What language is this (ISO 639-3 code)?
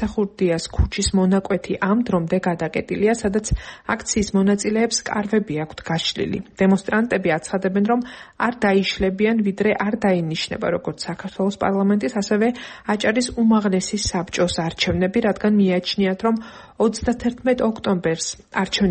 kat